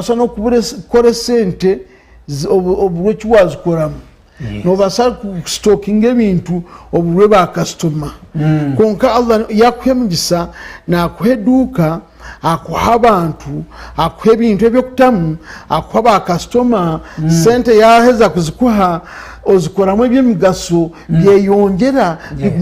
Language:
Nyankole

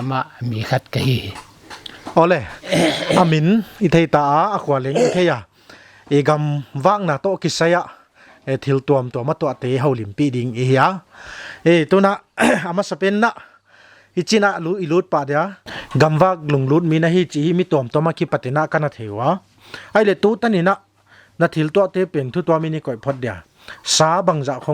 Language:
Paite Chin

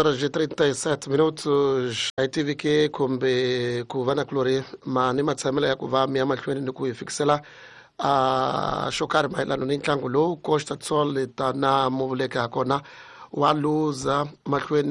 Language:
Tsonga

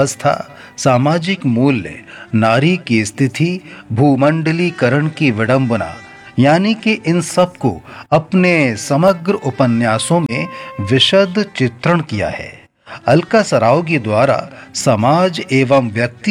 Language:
Hindi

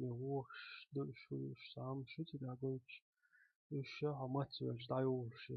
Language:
Chechen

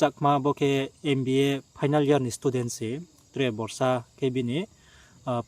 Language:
Riang (India)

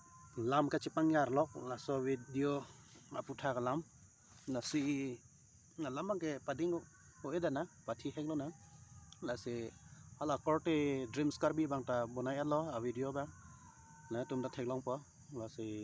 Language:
Karbi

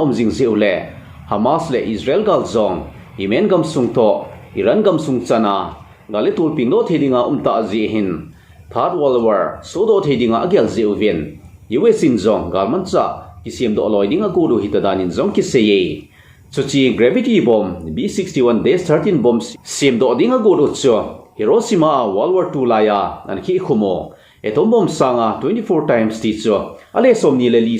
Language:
Thado Chin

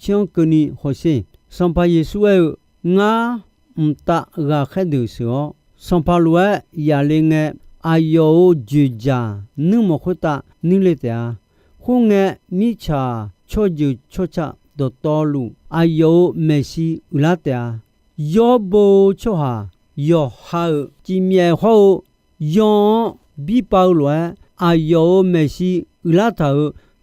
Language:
Akha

